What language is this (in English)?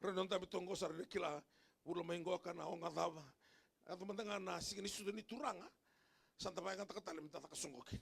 Fijian